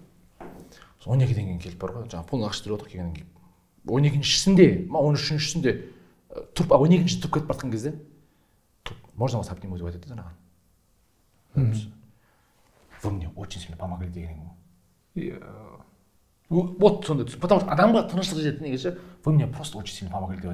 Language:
Kazakh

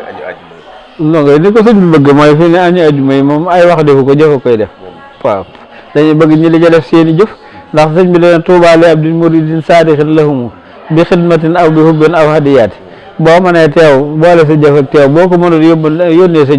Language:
Wolof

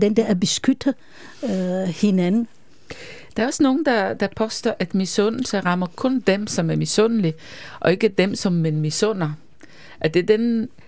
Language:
Danish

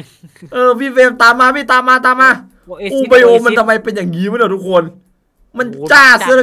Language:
Thai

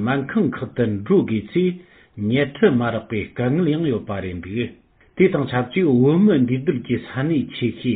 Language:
Tibetan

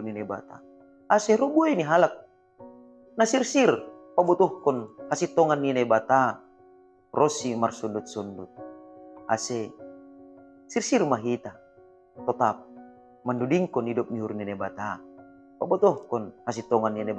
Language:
Batak Simalungun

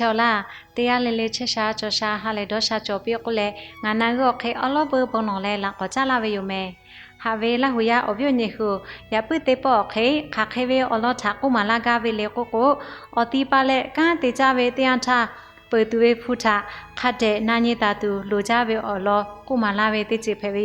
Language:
Lahu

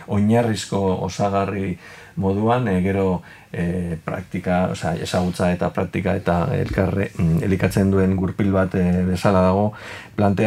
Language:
Basque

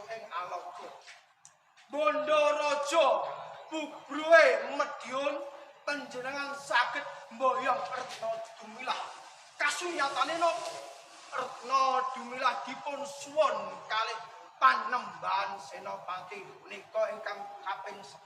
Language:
Javanese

